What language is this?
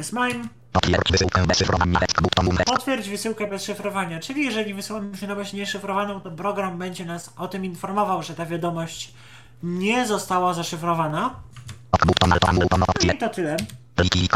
Polish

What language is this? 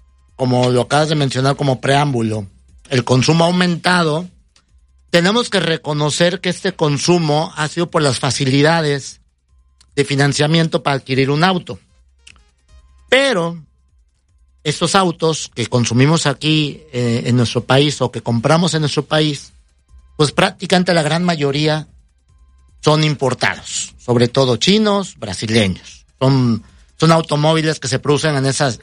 Spanish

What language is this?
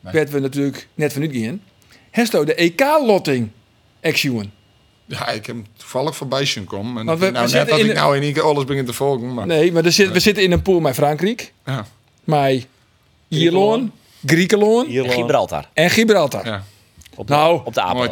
Western Frisian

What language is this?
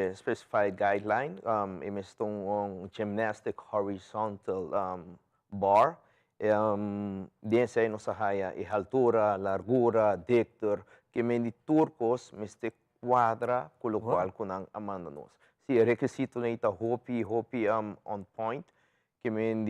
Papiamento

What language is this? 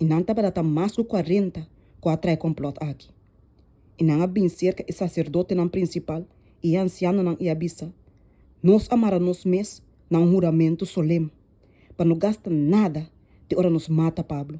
Papiamento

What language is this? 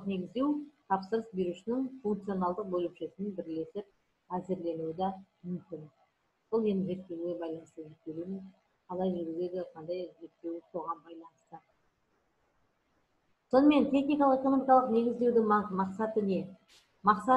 Kazakh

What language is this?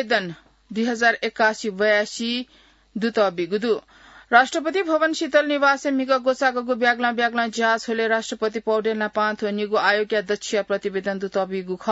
Newari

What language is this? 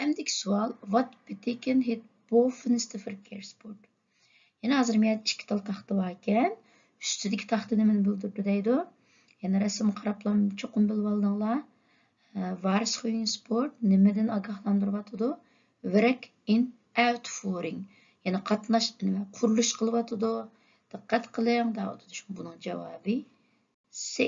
Uyghur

